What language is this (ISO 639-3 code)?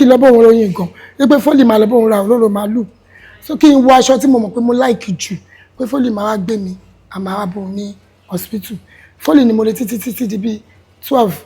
yor